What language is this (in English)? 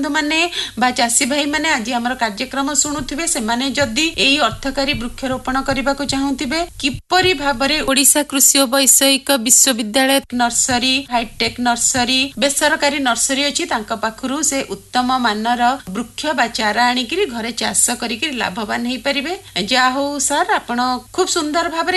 Odia